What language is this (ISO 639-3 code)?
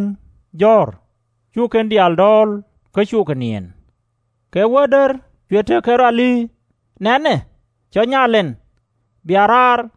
nus